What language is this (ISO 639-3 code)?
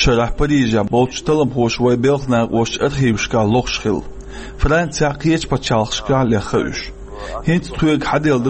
che